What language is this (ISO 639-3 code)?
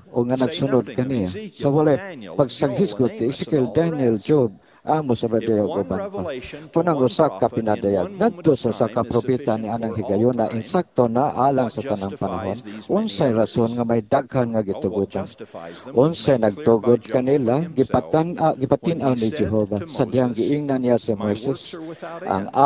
ceb